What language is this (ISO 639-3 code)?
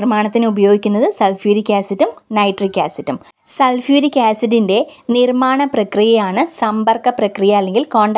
mal